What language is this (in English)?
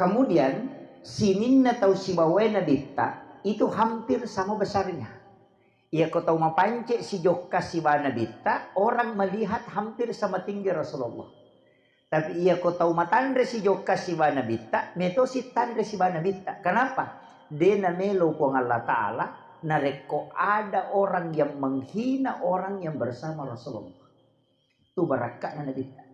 Buginese